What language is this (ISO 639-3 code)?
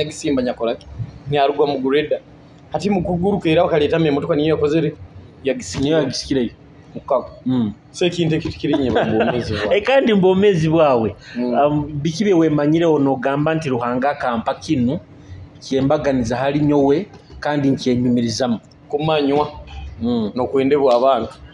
nyo